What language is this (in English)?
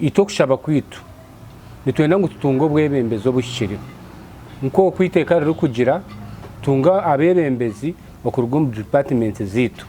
Nyankole